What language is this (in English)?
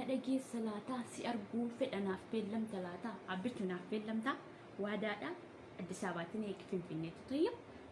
Oromo